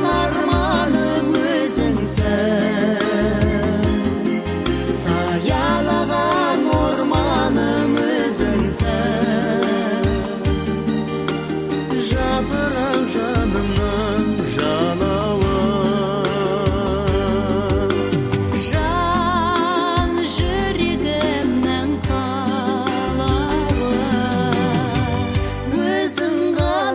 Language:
Kazakh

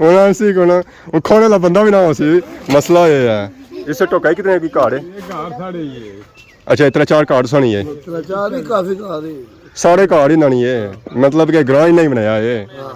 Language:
Pahari-Potwari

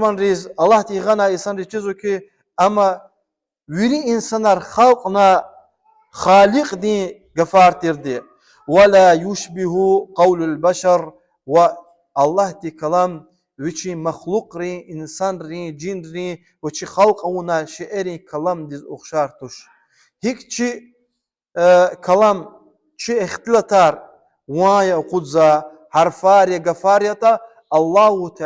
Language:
Lezghian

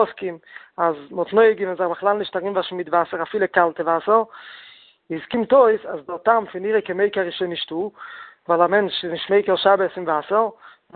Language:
Yiddish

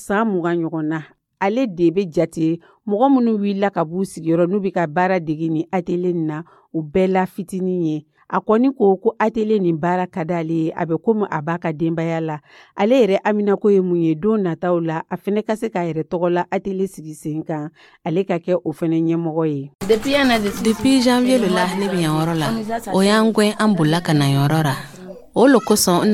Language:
Dyula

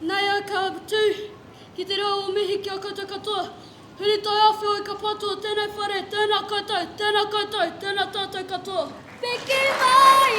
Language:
Māori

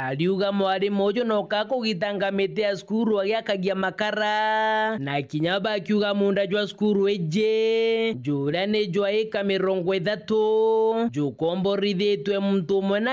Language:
Meru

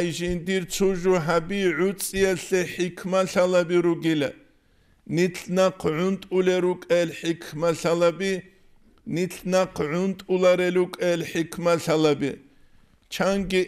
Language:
Avaric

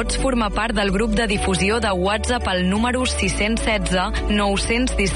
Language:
Catalan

